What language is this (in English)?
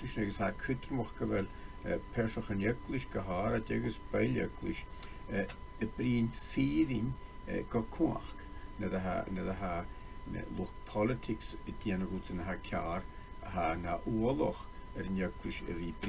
Scottish Gaelic